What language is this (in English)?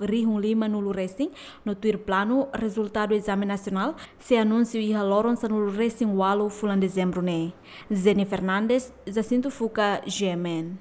Tetum